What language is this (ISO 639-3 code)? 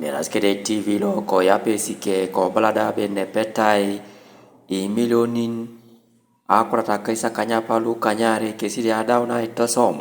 teo